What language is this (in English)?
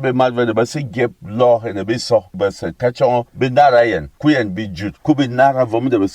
Berom